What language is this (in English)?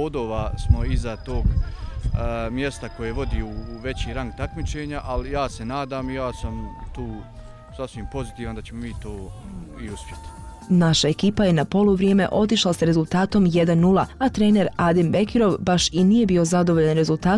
Bosnian